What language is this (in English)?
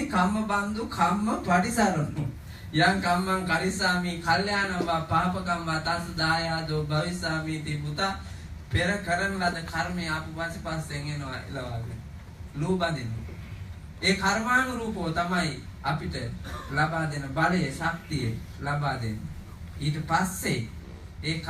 Sinhala